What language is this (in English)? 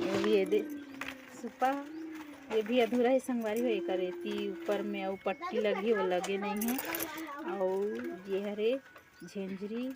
Chhattisgarhi